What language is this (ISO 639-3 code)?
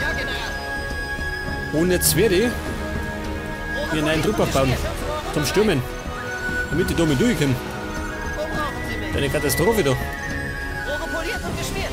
bar